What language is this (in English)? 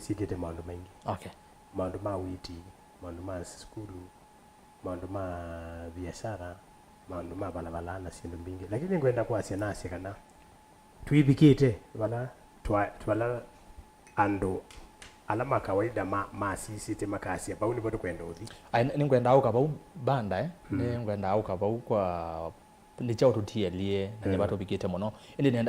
Kamba